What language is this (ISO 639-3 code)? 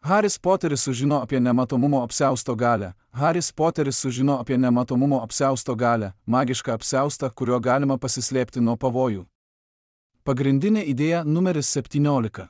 lit